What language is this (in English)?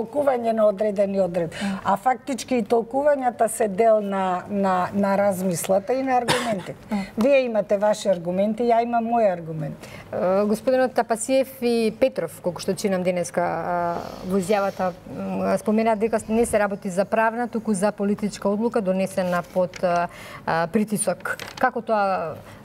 Macedonian